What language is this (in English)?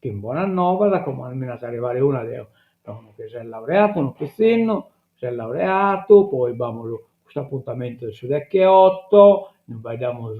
Sardinian